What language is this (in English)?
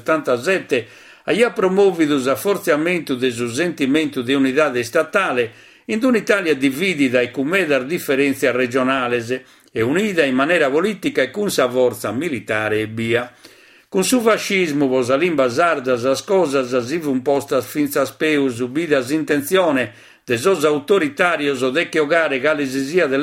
Sardinian